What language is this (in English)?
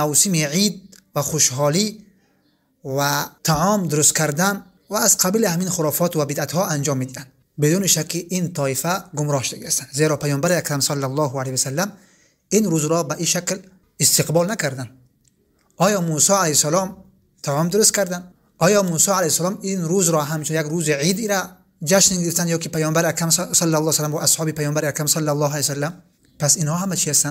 Tajik